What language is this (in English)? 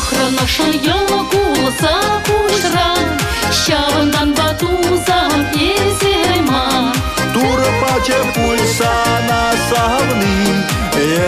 Chuvash